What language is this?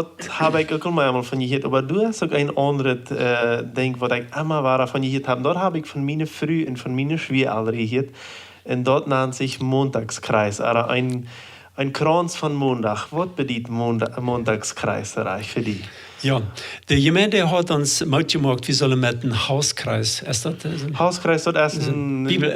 Plautdietsch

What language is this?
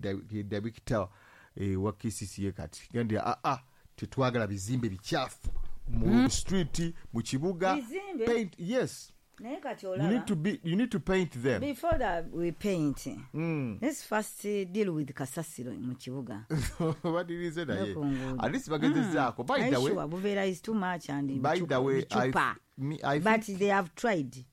Ganda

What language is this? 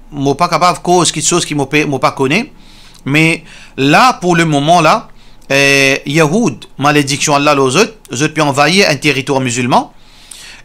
Morisyen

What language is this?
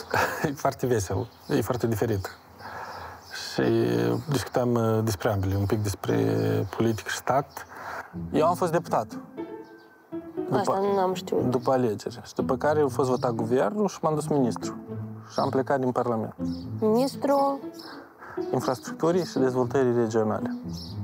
Romanian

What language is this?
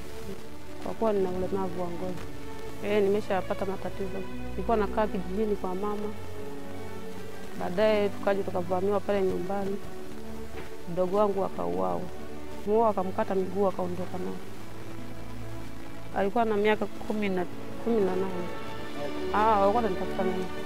Swahili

